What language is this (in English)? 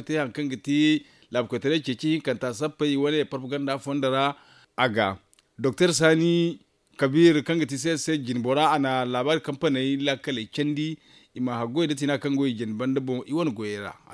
Zarma